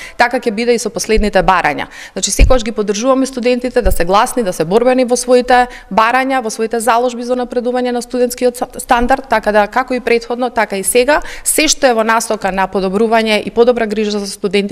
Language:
Macedonian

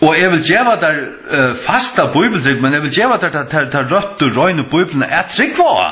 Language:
Faroese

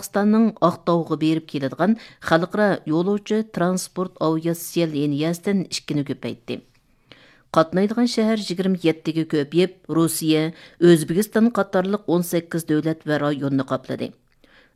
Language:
Uyghur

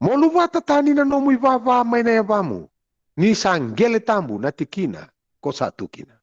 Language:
Fijian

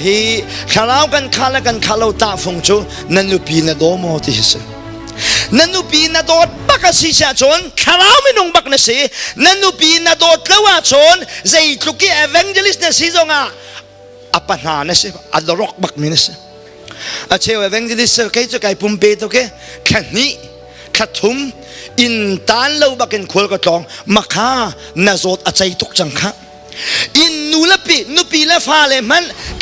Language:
Hakha Chin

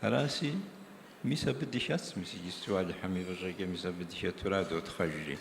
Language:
Kabardian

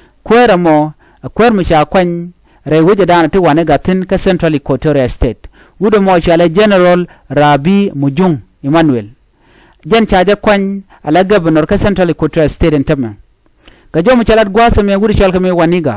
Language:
Nuer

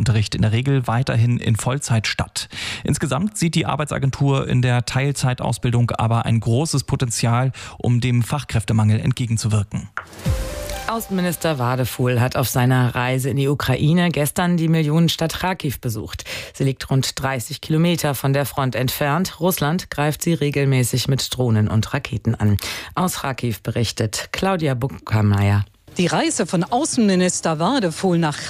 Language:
German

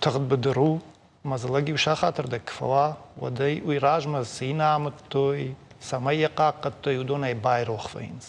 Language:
Ossetic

